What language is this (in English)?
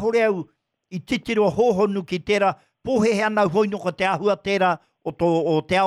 Māori